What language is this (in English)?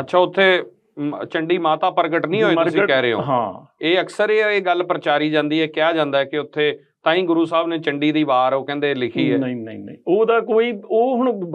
Punjabi